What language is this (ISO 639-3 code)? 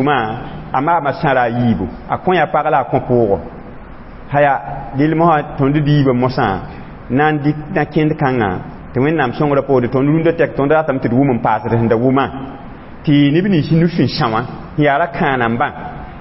mos